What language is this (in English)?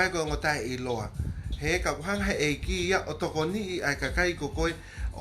Tongan